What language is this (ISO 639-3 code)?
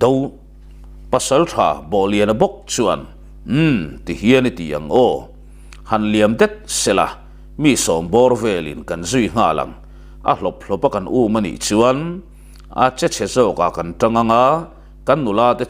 lus